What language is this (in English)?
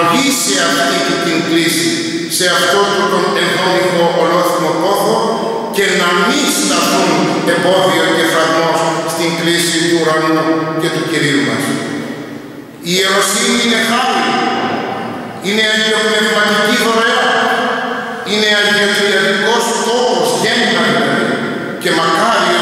Greek